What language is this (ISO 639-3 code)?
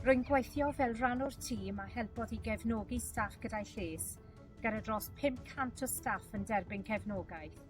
cym